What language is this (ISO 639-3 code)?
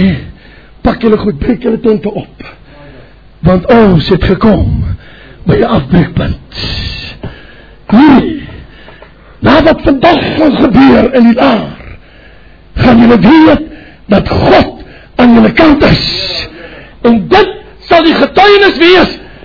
afr